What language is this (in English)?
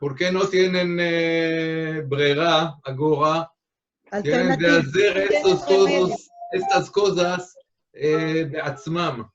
Ladino